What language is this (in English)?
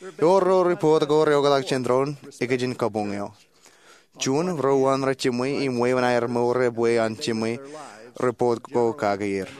Marshallese